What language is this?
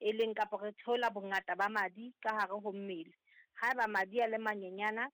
Southern Sotho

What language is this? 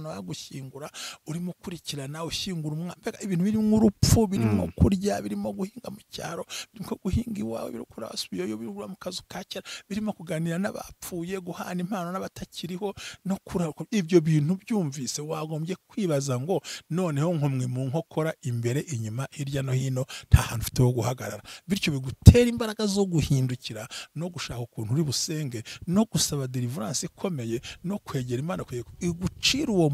Kinyarwanda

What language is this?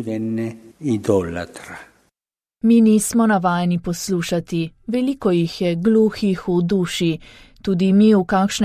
Slovenian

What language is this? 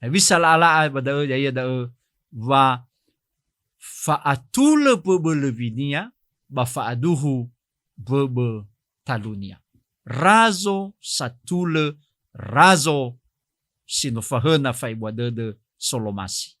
Nias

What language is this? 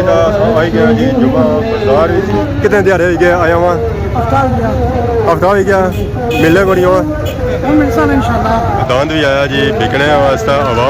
Pahari-Potwari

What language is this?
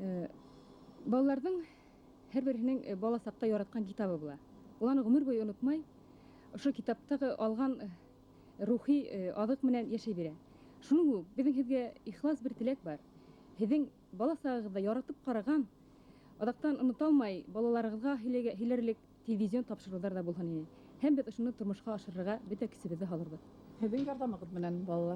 Bashkir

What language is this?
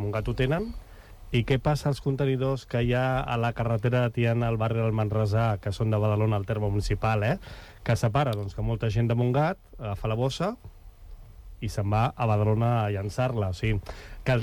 Catalan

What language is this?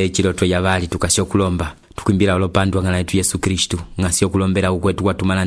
Umbundu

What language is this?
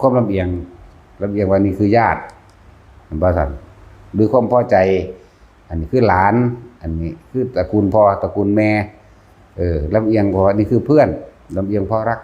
Northeastern Thai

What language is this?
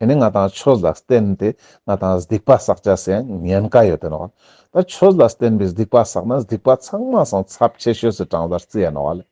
Ladakhi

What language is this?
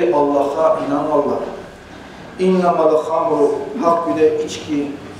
Kumyk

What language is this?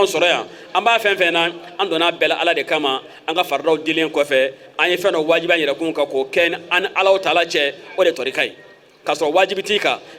Bambara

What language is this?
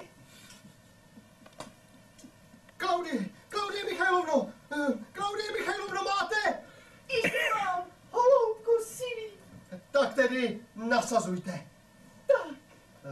Czech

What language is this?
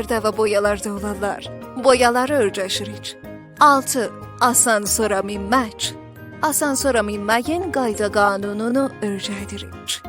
South Azerbaijani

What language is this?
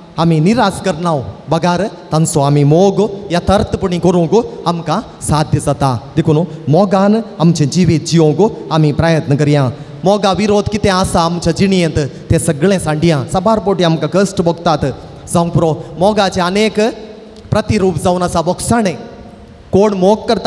Konkani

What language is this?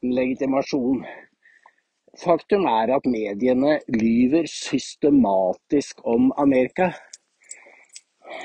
Norwegian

